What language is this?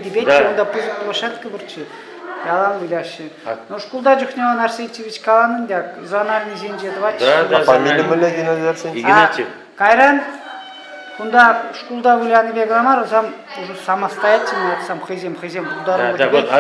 Chuvash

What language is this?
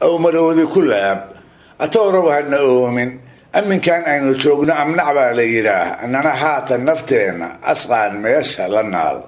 Somali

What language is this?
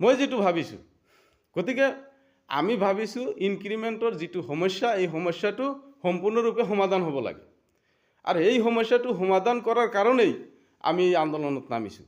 Assamese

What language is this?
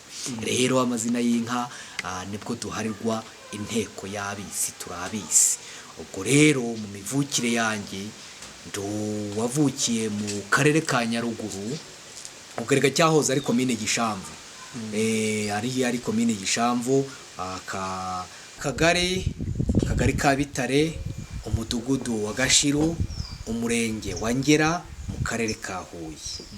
Kinyarwanda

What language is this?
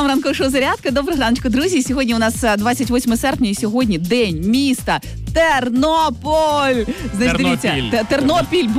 Ukrainian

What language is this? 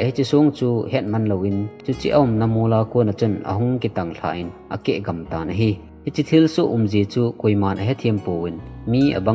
Thado Chin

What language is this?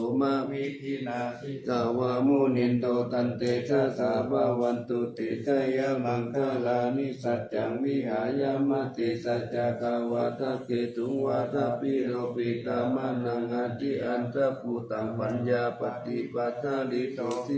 Pali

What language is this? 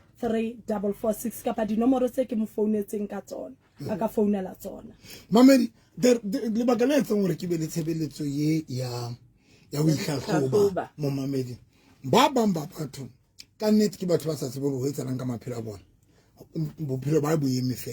Southern Sotho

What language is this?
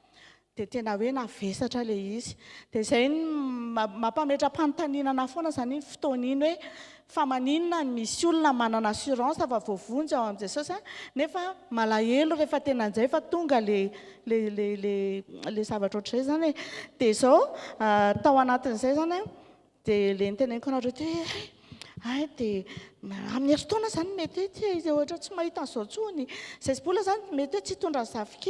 Malagasy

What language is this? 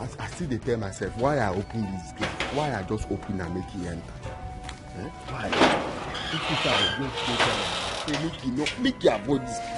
Nigerian Pidgin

